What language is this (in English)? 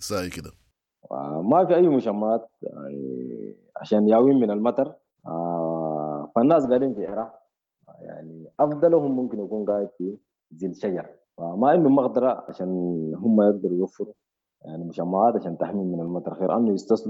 Sudanese Arabic